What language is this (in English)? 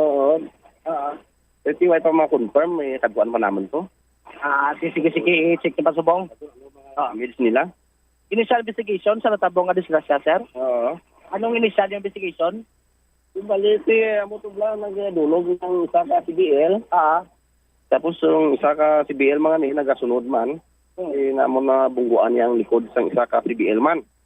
Hiligaynon